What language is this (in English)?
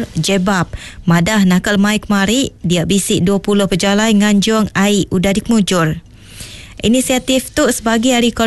Iban